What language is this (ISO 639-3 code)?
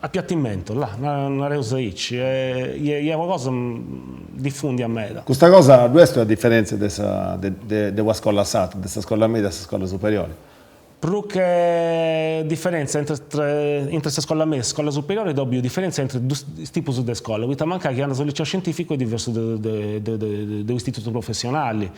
srd